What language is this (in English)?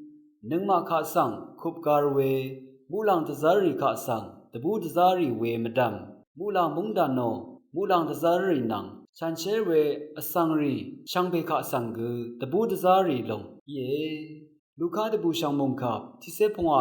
Rawang